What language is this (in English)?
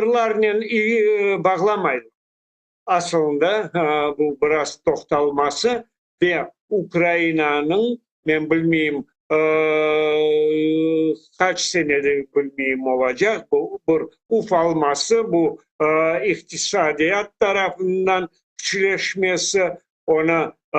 Crimean Tatar